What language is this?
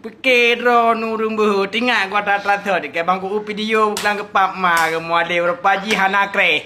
Achinese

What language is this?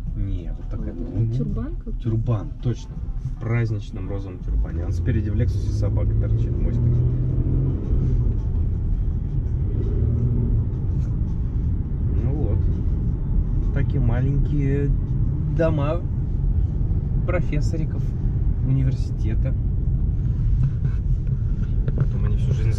Russian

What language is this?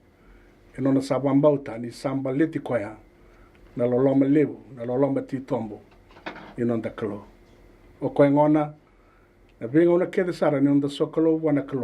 Fijian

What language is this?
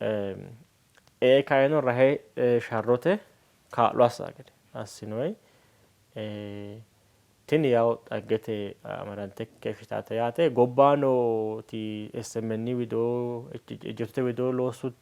Sidamo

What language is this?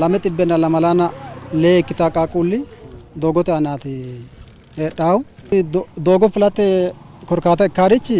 Sidamo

